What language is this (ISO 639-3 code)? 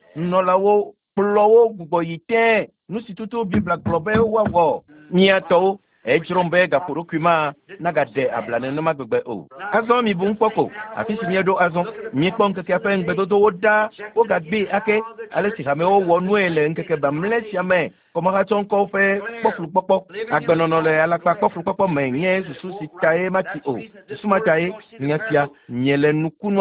ewe